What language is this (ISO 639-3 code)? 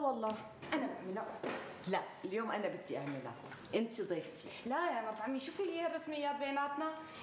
apc